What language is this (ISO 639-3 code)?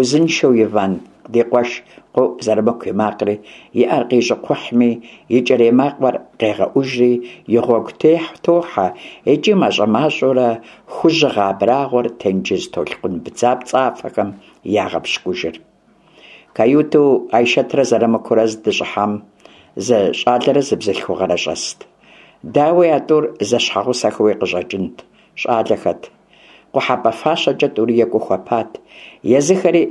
kbd